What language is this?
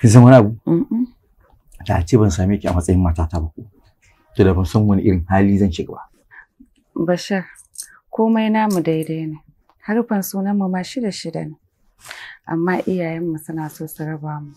Hausa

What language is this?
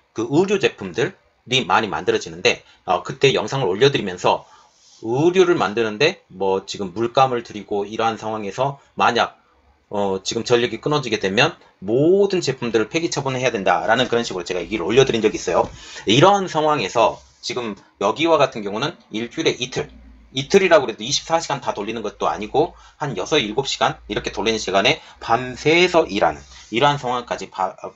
Korean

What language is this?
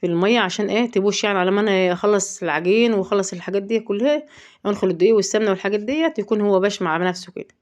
Egyptian Arabic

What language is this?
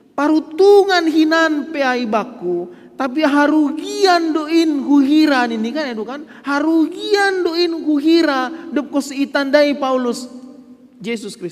Batak Simalungun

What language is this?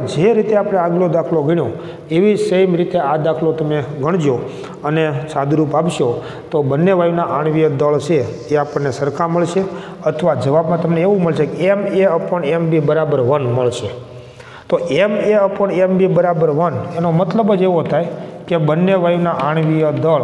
Gujarati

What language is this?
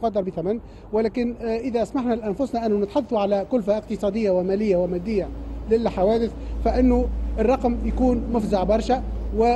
Tunisian Arabic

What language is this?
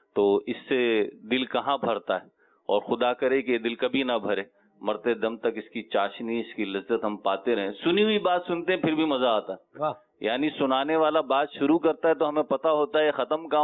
Urdu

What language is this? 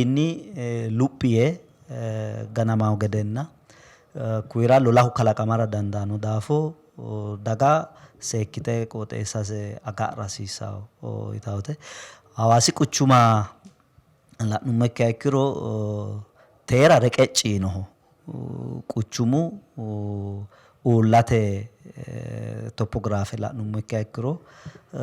Sidamo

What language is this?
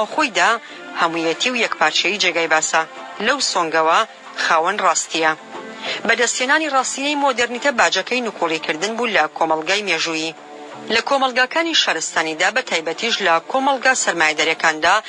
Central Kurdish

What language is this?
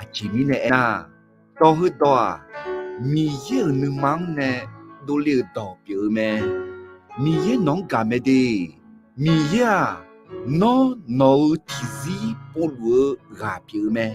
Akha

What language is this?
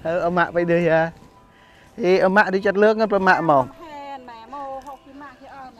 Central Mnong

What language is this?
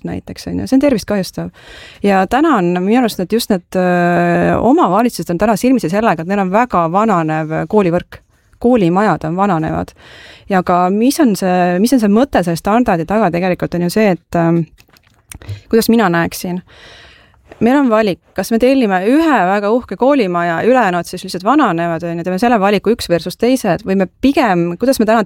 Estonian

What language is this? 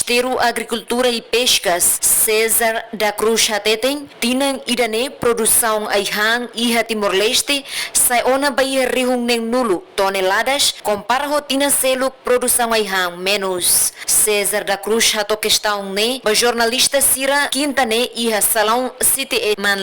Tetum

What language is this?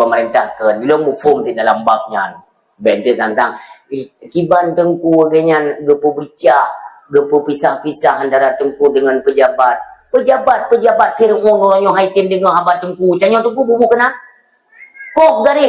Achinese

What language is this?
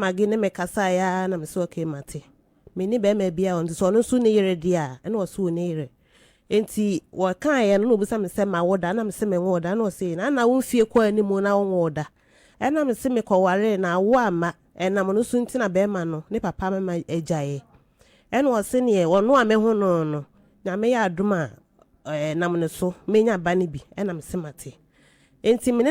Akan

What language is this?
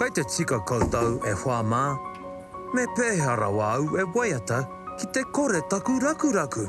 Māori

